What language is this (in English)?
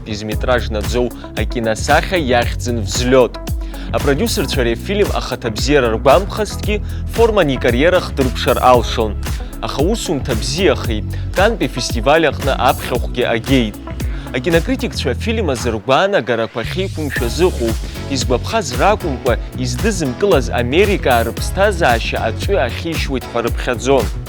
Abkhazian